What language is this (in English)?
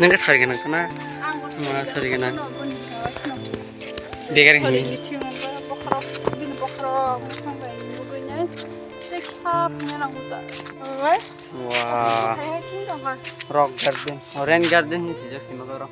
Kok Borok